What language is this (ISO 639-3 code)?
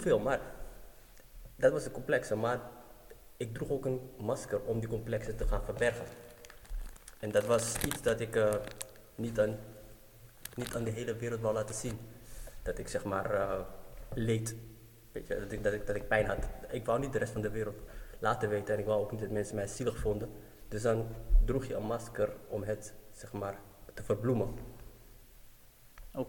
nld